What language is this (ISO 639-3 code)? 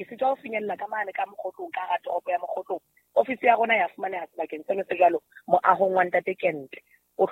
sot